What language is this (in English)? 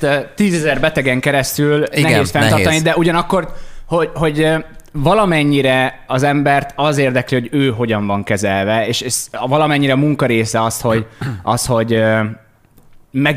Hungarian